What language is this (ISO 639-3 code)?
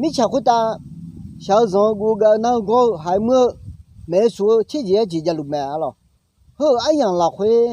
ahk